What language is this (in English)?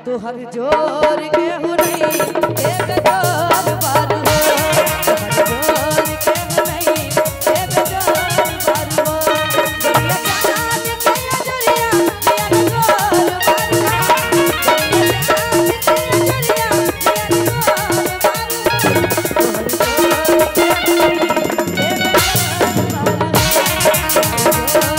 Bhojpuri